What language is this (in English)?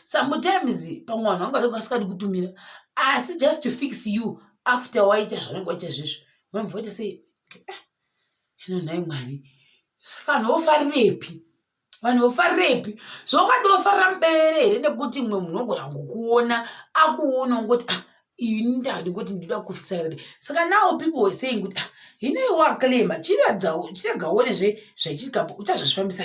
Shona